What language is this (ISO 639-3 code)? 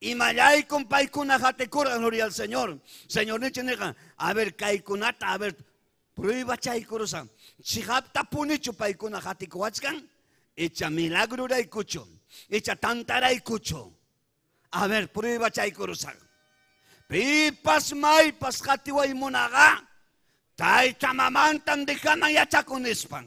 quy